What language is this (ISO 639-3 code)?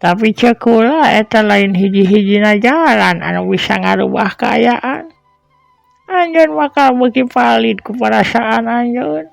sun